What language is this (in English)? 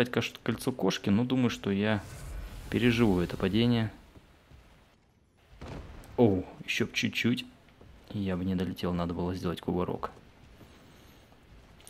Russian